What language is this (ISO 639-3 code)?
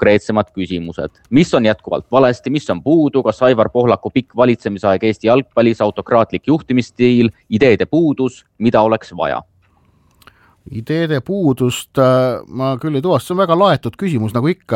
est